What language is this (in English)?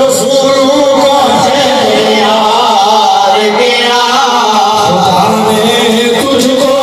Saraiki